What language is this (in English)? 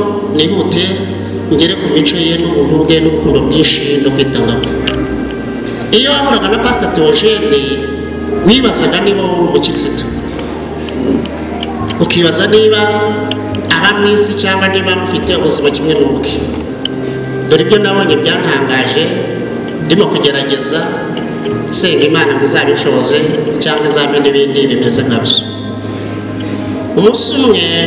Kinyarwanda